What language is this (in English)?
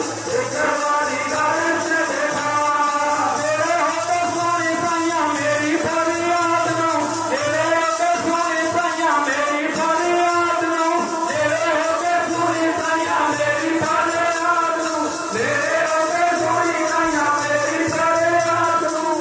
Punjabi